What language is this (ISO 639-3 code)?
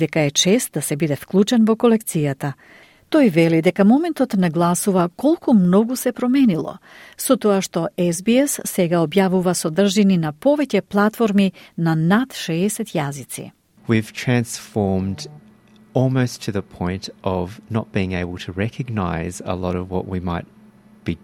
mkd